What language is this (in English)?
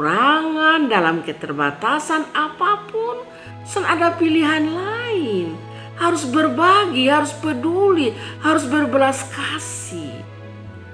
Kupang Malay